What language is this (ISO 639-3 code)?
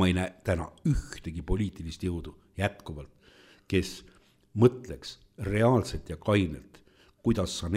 est